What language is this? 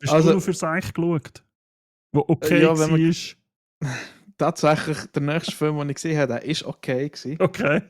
Swiss German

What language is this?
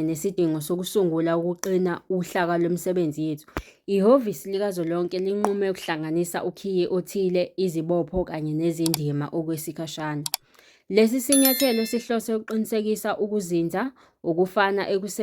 Zulu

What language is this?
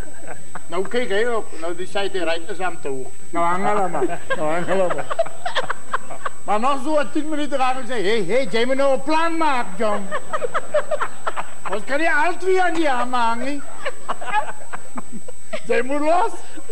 Afrikaans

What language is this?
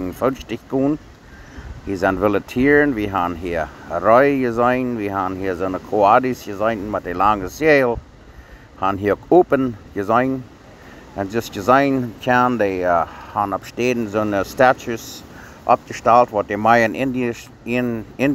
Plautdietsch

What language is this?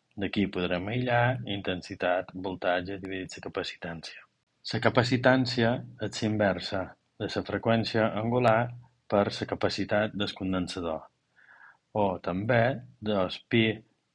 Catalan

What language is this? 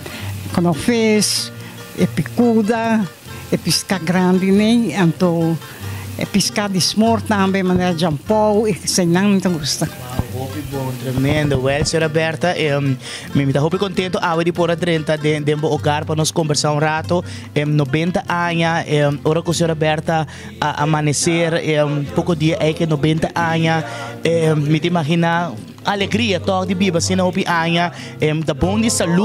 Papiamento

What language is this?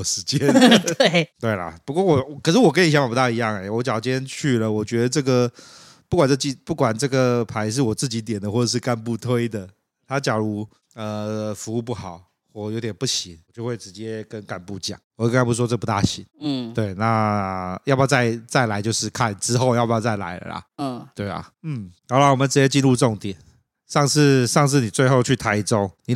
Chinese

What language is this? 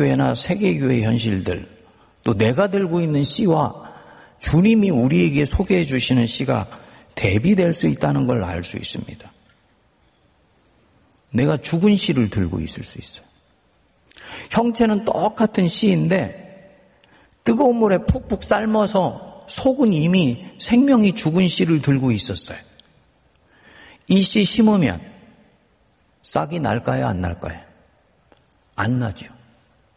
Korean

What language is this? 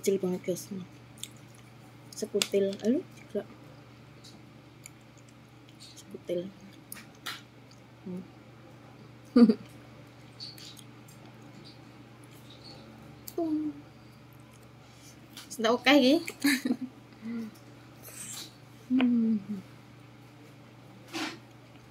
Indonesian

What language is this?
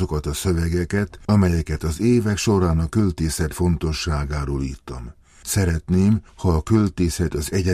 Hungarian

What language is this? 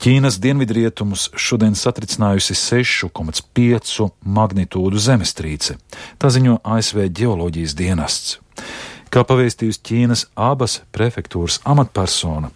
Latvian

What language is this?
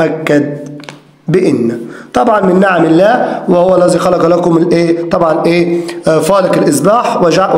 Egyptian Arabic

